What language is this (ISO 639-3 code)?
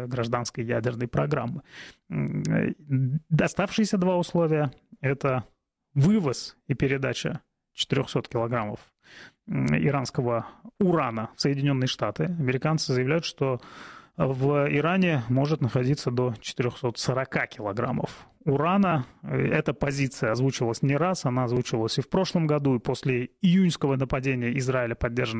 rus